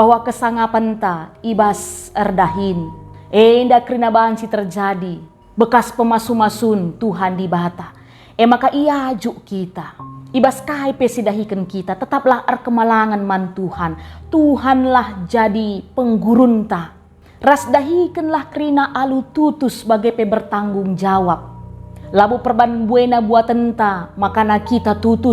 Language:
Batak Karo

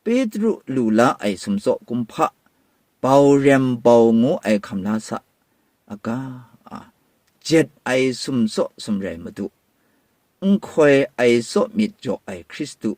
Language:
Kachin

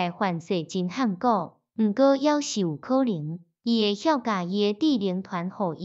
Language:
Min Nan Chinese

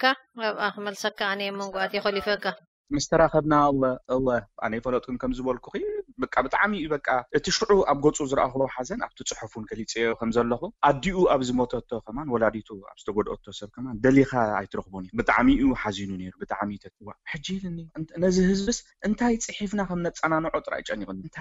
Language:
Tigrinya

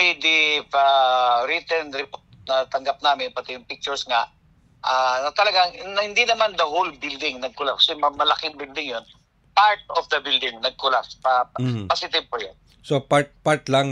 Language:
Filipino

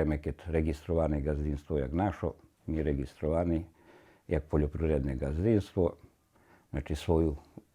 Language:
Rusyn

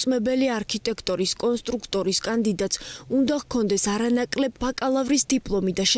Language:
Georgian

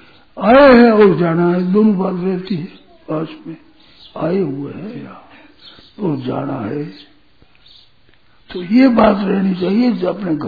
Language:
Hindi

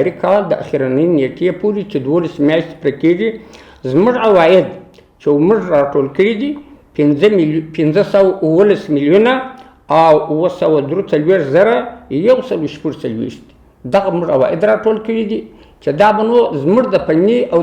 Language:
Pashto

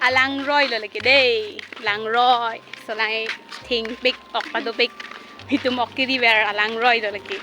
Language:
Karbi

